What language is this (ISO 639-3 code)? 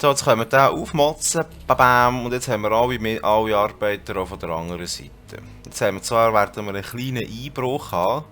gsw